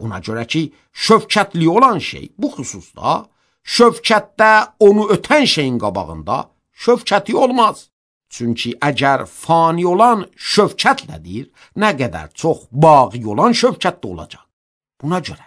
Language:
Azerbaijani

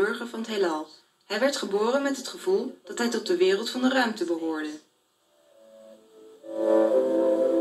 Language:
Dutch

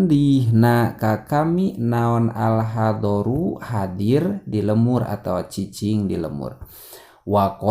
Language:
Sundanese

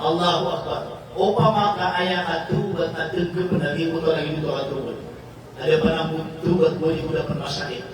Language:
Maranao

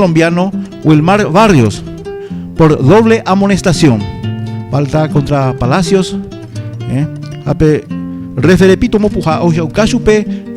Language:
Guarani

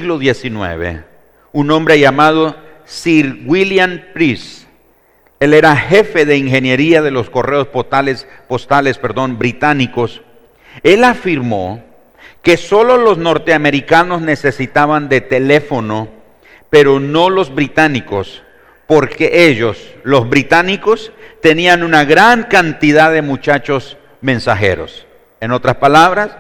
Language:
Spanish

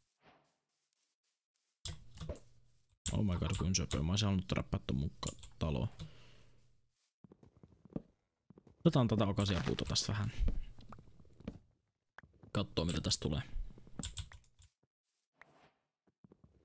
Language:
Finnish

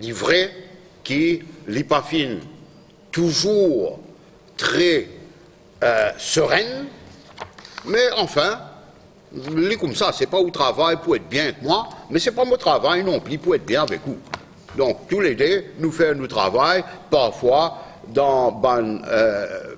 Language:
Morisyen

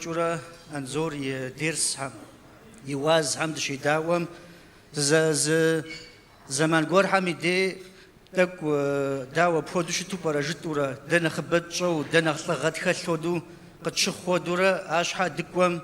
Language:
Kabardian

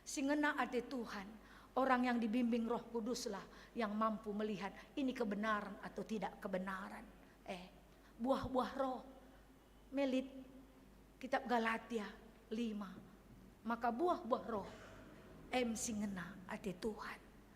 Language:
Batak Karo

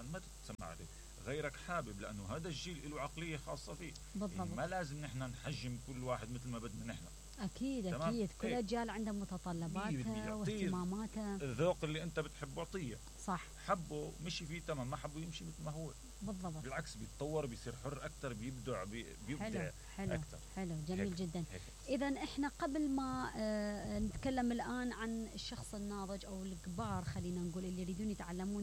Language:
Mesopotamian Arabic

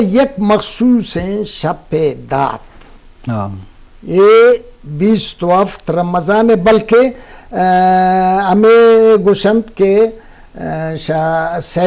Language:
Baluchi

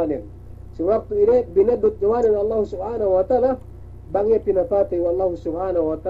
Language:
Yakan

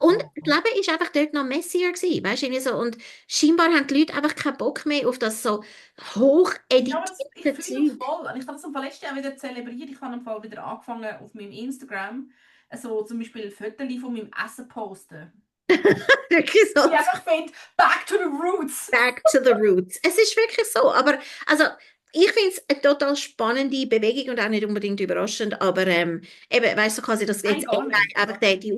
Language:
Swiss German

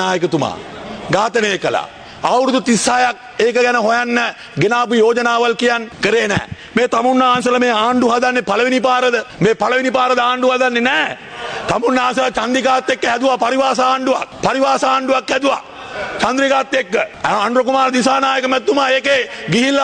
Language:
Sinhala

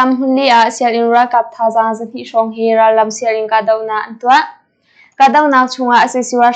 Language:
Hakha Chin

